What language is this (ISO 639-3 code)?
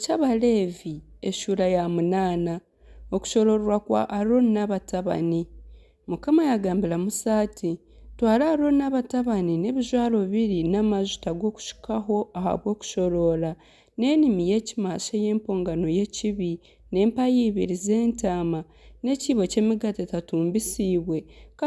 nyn